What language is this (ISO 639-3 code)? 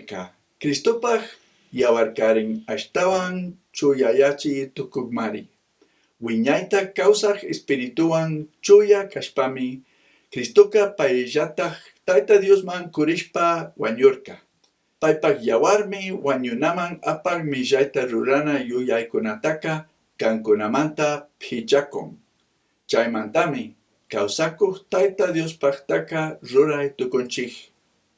qug